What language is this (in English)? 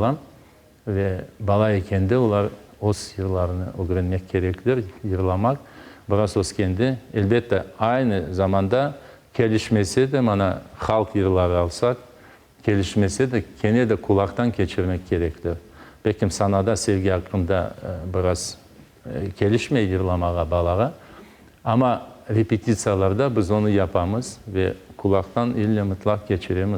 Crimean Tatar